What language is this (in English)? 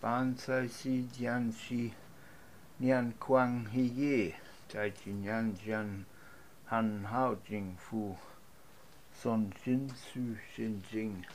Latin